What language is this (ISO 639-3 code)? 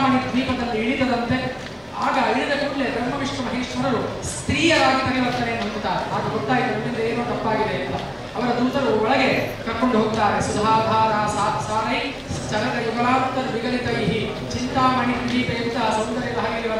kan